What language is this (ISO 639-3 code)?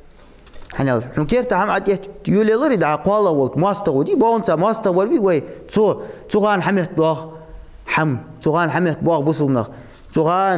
inh